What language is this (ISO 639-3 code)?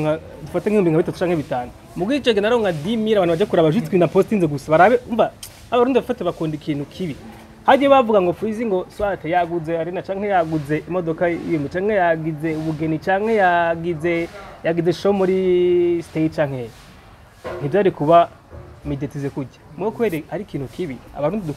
run